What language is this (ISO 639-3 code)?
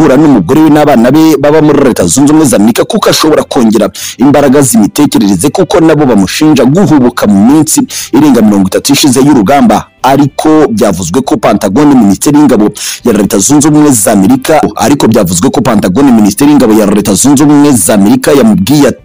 kin